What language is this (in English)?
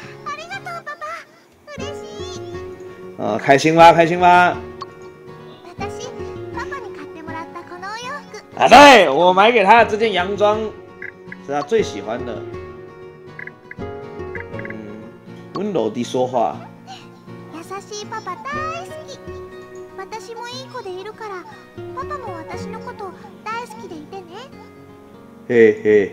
Chinese